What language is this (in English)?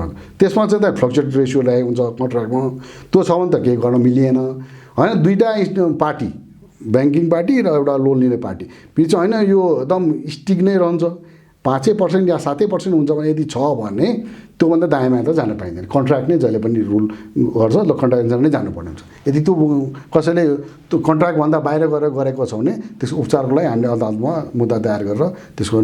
Nepali